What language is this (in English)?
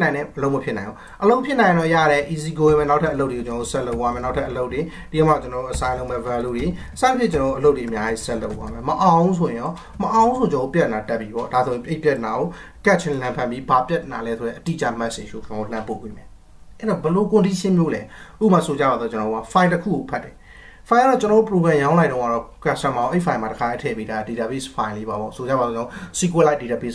Burmese